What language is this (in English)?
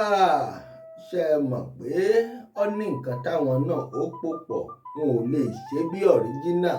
Yoruba